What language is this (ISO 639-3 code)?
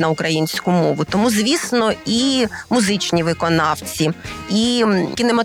ukr